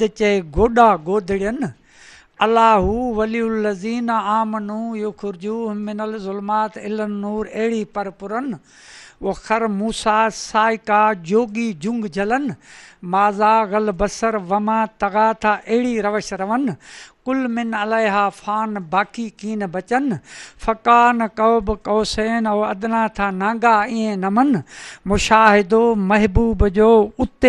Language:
Sindhi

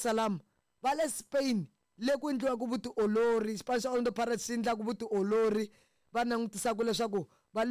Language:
Tsonga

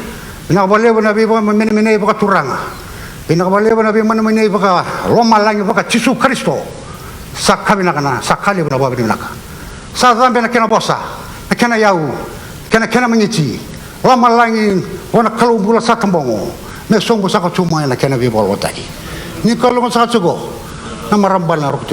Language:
Fijian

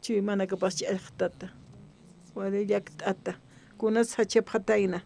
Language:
Aymara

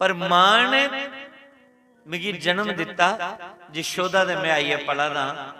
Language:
Dogri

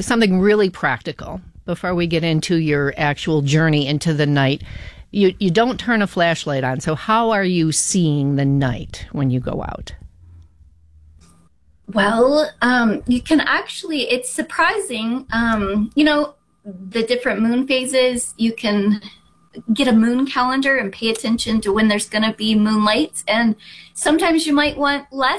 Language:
English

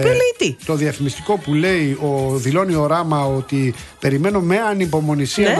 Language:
Greek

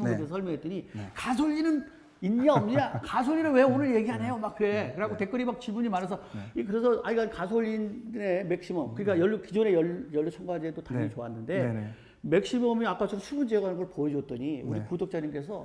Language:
Korean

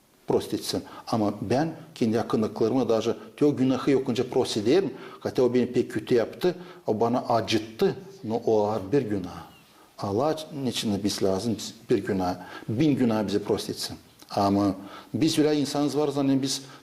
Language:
Gagauz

